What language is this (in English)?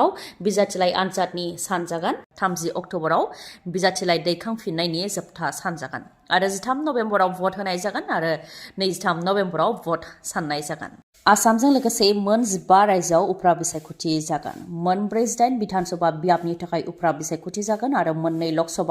Bodo